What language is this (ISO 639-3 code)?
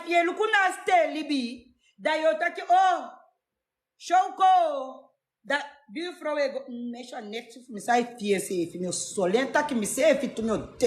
srn